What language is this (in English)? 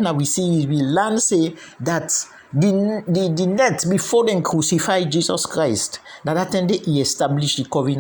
Krio